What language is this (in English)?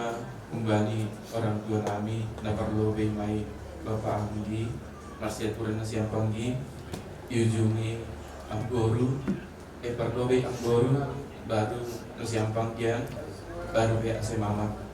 Batak Simalungun